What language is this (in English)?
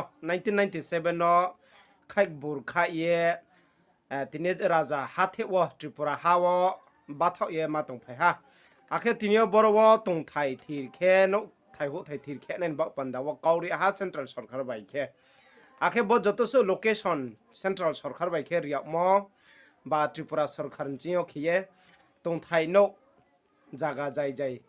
Riang (India)